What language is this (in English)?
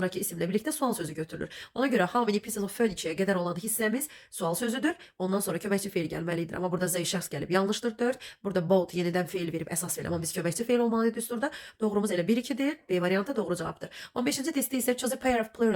Azerbaijani